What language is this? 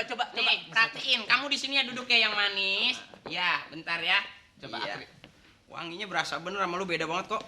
Betawi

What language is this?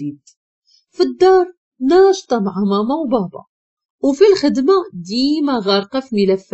Moroccan Arabic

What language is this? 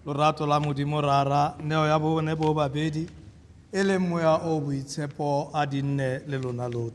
Tswana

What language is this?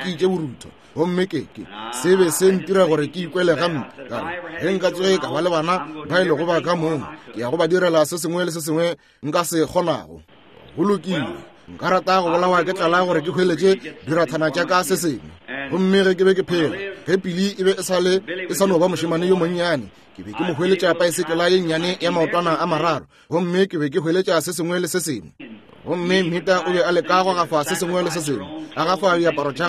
Northern Sotho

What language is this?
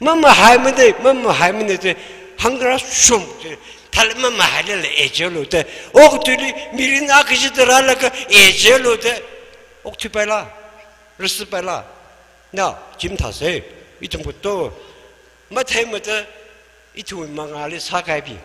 Tangkhul Naga (India)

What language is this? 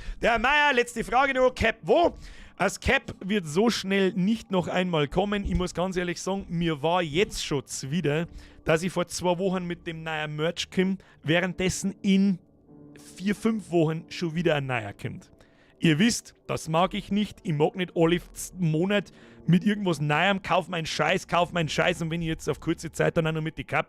Bavarian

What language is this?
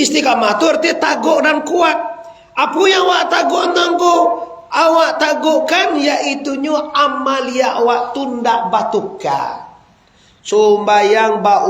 Minangkabau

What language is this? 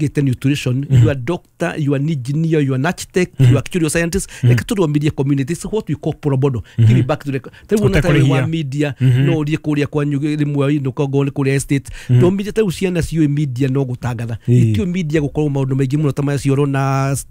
Kikuyu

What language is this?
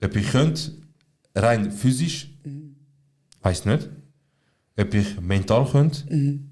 Swiss German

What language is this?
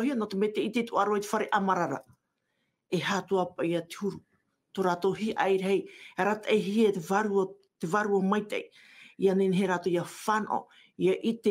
Tahitian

